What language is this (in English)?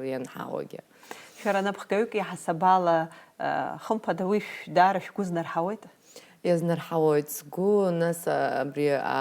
Abkhazian